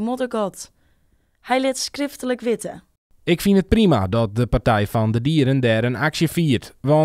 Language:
Western Frisian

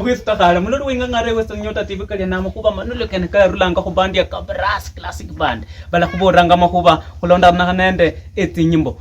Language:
Luyia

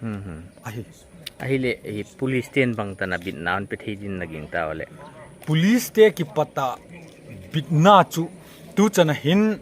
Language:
Paite Chin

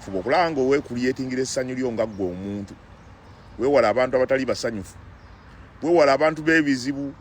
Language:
Ganda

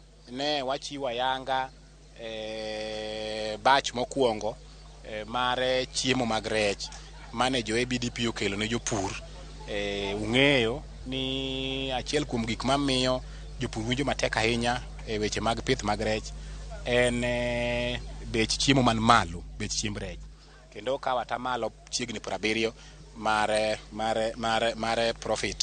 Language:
Luo (Kenya and Tanzania)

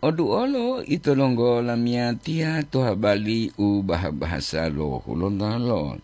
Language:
Gorontalo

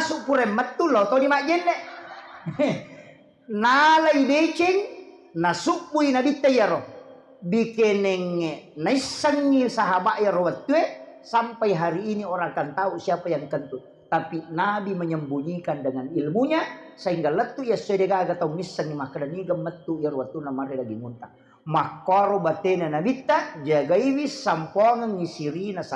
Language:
Buginese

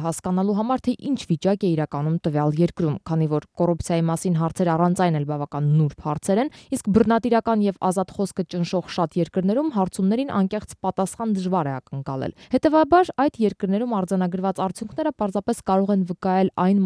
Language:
Armenian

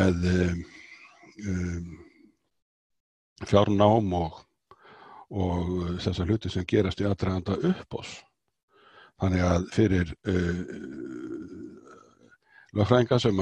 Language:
Icelandic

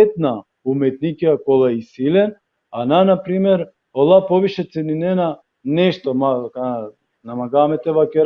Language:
Balkan Romani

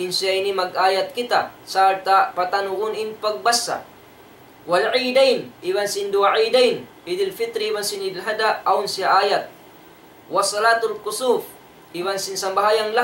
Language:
Tausug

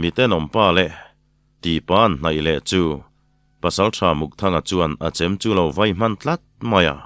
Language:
Mizo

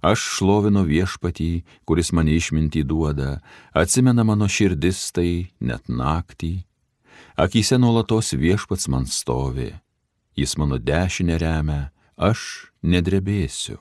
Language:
Lithuanian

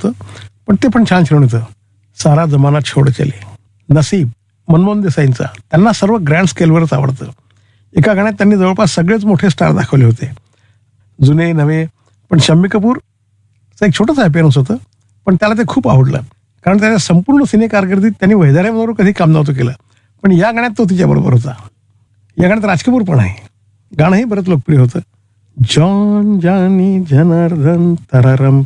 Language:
Marathi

